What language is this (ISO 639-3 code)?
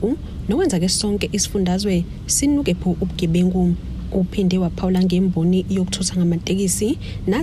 zul